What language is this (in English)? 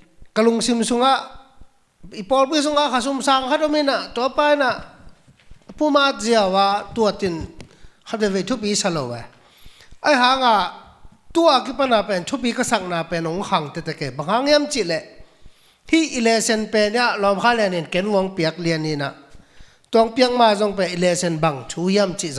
Tedim Chin